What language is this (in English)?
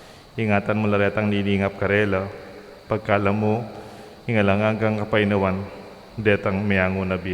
Pampanga